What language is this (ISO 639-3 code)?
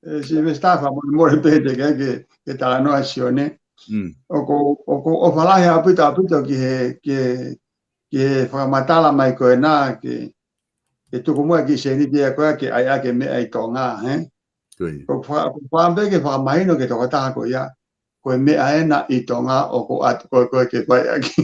ton